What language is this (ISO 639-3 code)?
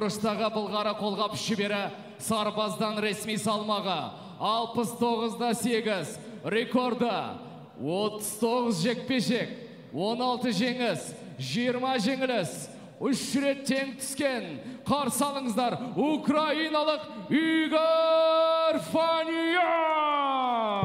kaz